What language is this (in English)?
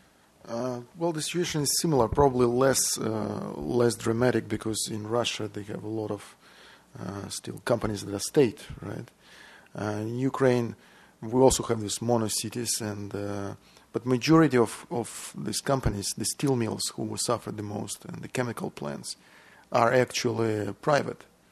English